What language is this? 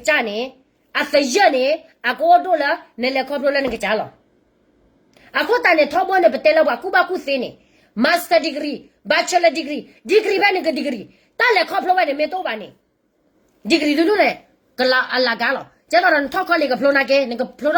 S'gaw Karen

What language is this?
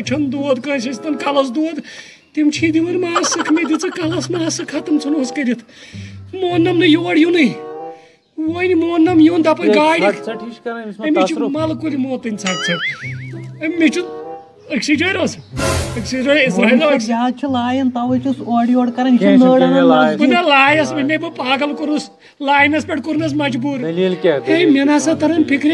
Kashmiri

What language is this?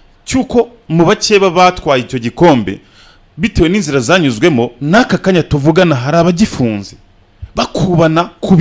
Kinyarwanda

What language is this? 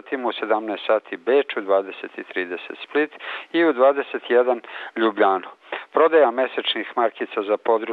Serbian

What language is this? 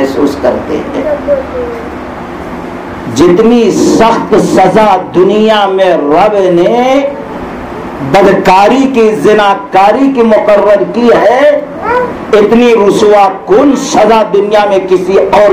Urdu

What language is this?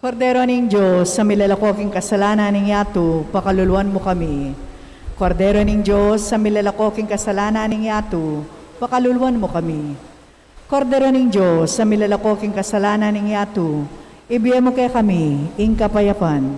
Pampanga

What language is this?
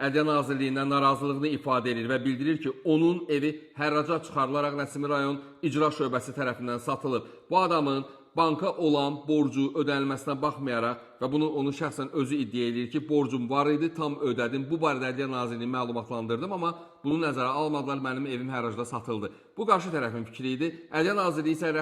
Azerbaijani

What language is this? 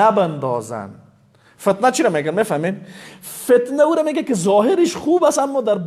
Persian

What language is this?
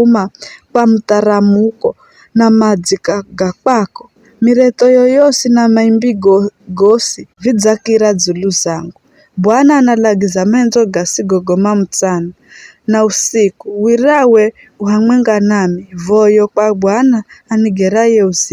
Giryama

